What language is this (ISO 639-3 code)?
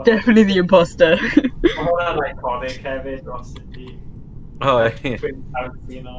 cym